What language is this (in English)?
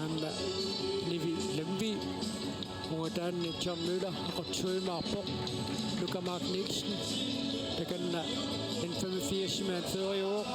Kalaallisut